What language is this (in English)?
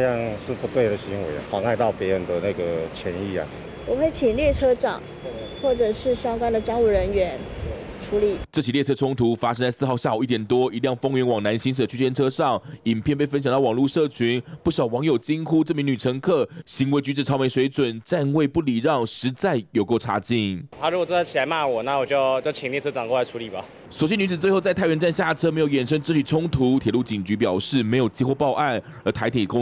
Chinese